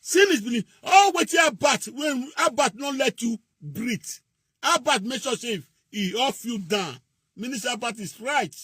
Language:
Nigerian Pidgin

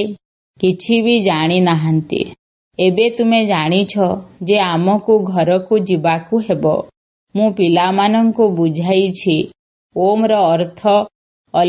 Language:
Odia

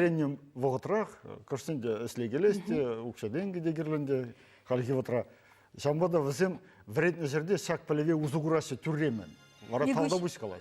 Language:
Chuvash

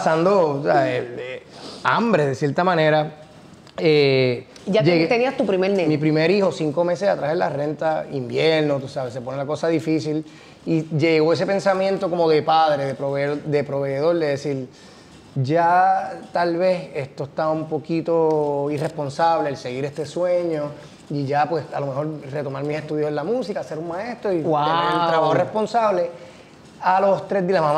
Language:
Spanish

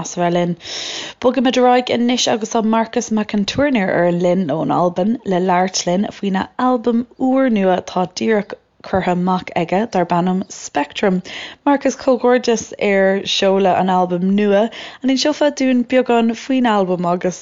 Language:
Irish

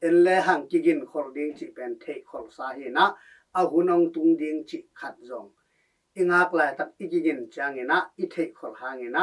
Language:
Tedim Chin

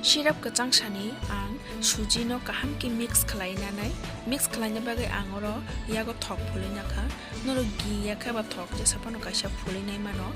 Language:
Kok Borok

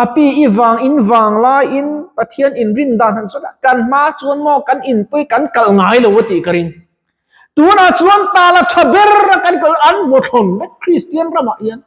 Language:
Mizo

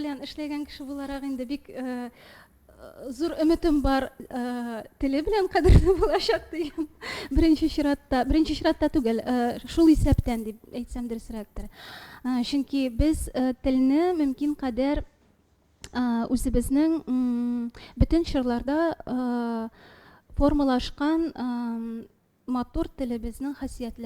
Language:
Tatar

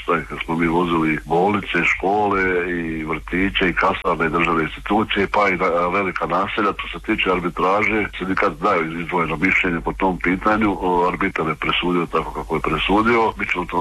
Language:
Croatian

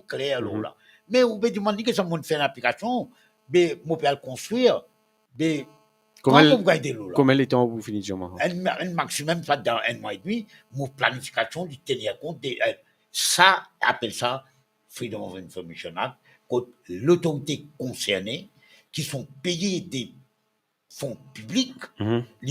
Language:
Morisyen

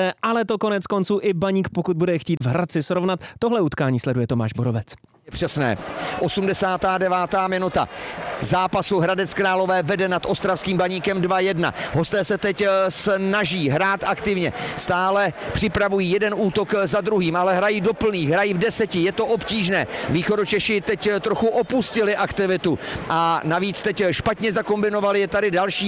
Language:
Czech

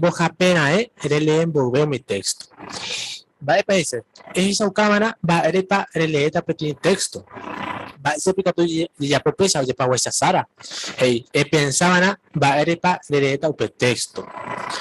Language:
Guarani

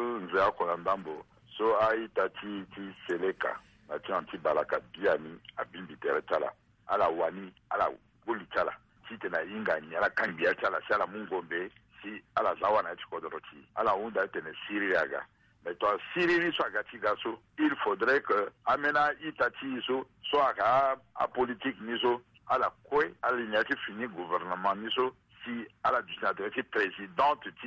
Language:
Sango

